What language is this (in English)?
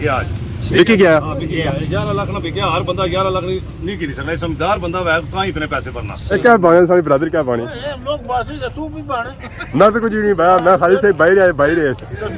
Pahari-Potwari